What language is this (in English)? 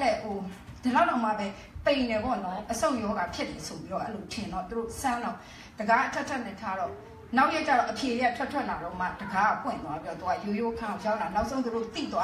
Burmese